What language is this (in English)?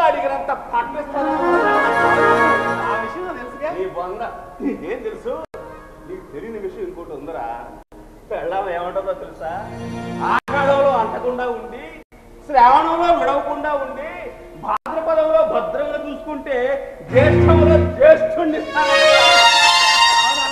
Telugu